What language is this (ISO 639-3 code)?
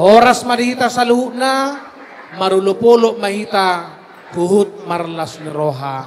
bbc